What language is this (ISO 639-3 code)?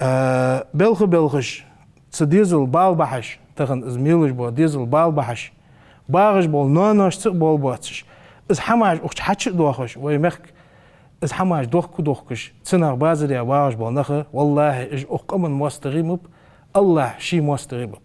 inh